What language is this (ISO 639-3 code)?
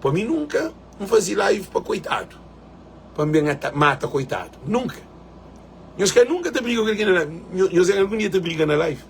kea